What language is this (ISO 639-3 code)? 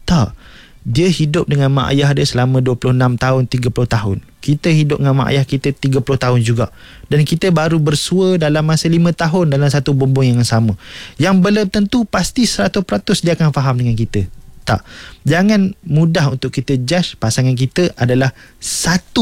msa